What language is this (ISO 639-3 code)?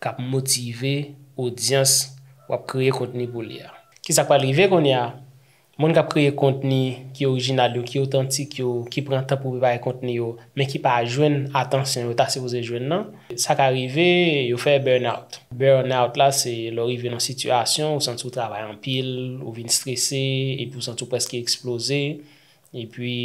hat